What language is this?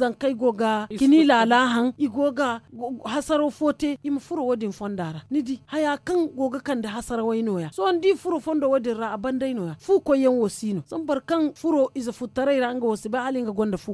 Zarma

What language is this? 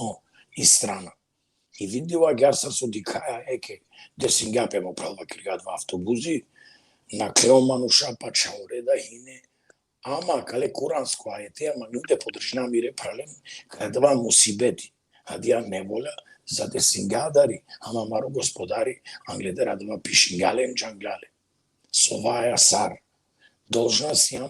Balkan Romani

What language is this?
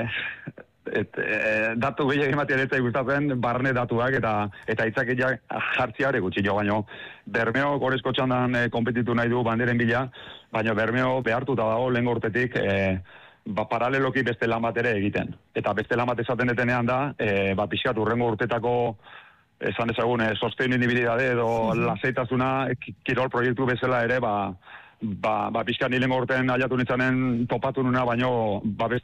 Basque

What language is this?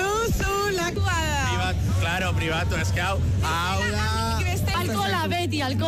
Basque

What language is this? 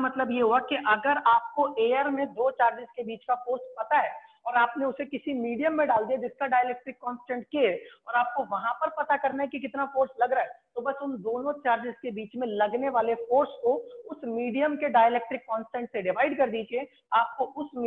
Hindi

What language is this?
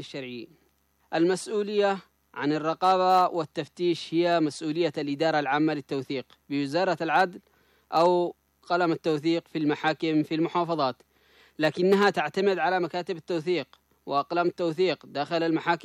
Arabic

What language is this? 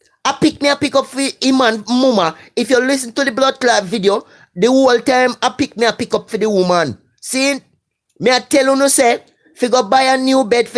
Jamaican Creole English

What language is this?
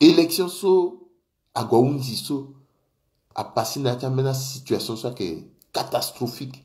Sango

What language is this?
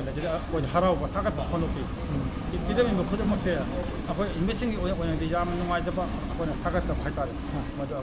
Manipuri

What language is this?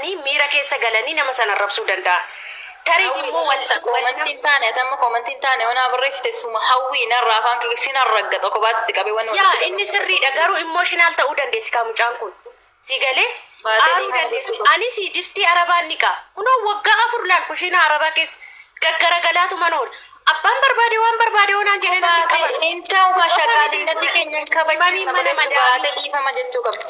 Oromo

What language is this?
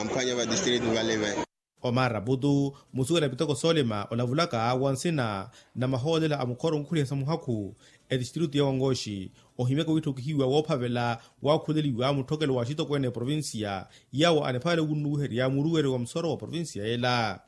Makhuwa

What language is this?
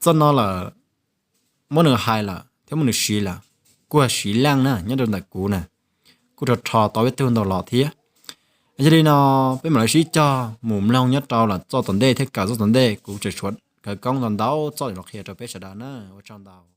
Hmong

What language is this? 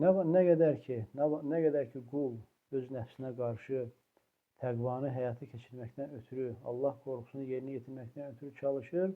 Azerbaijani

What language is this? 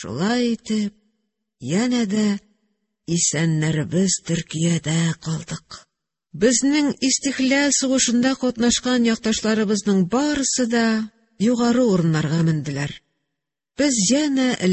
Tatar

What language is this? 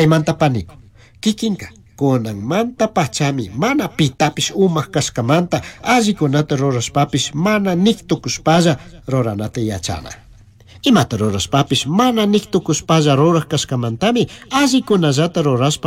Chimborazo Highland Quichua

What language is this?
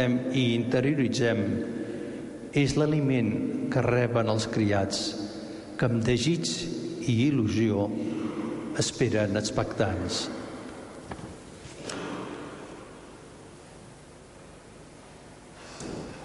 Catalan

